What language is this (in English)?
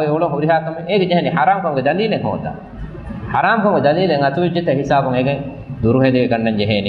Divehi